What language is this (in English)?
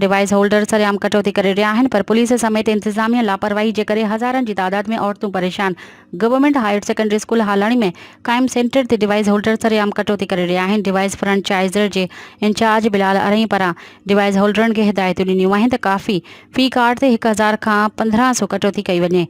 Sindhi